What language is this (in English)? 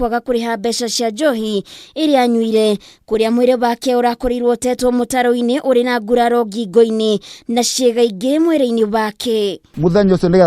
Kikuyu